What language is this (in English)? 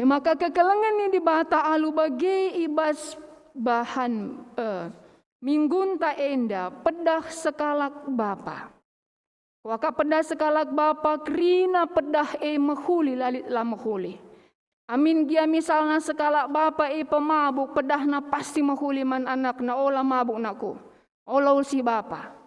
Batak Karo